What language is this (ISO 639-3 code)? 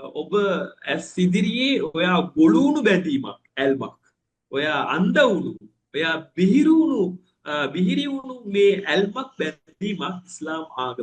sin